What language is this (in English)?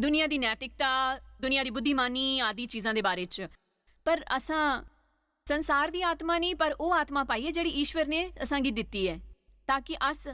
Dogri